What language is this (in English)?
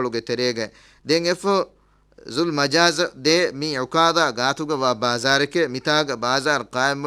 Divehi